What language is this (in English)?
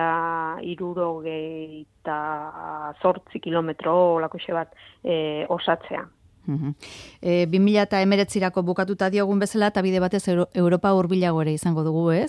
Basque